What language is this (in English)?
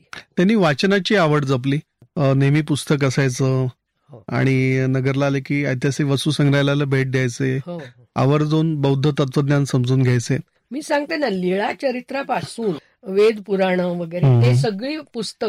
Marathi